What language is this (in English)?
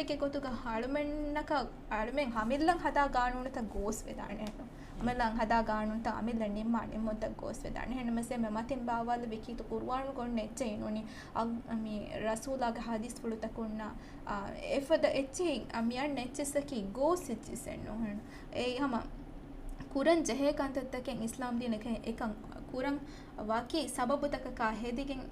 Divehi